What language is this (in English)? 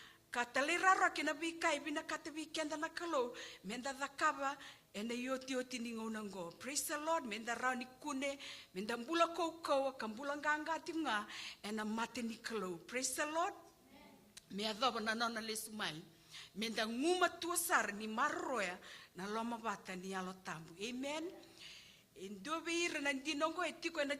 Fijian